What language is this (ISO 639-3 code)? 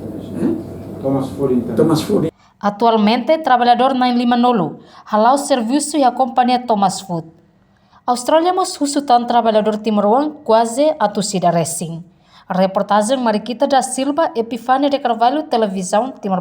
tet